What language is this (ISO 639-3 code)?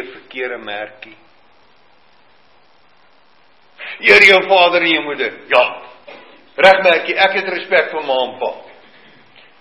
afr